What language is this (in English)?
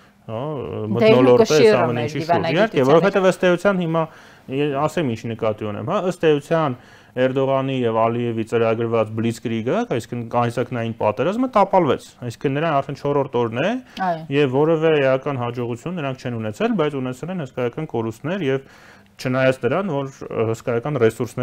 Armenian